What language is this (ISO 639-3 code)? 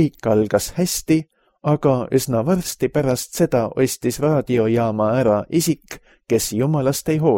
est